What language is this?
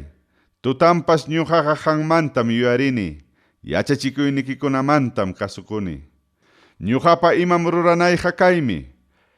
Ayacucho Quechua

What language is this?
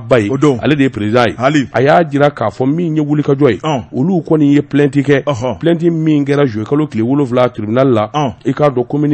Bambara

